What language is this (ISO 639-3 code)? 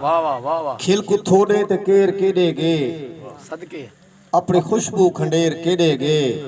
skr